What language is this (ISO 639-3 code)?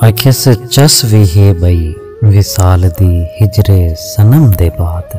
skr